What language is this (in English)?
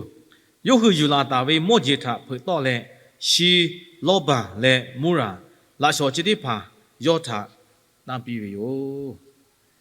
Lahu